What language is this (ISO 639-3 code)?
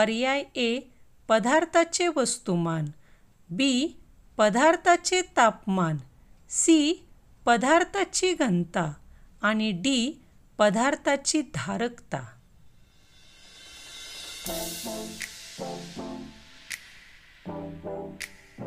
mar